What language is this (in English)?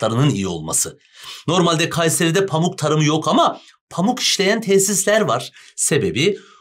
Turkish